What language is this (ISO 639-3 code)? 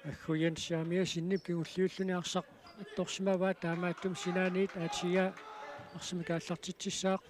kal